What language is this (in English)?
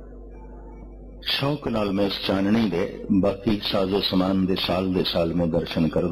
Punjabi